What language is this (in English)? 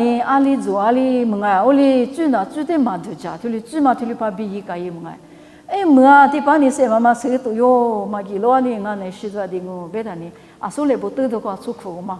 Lisu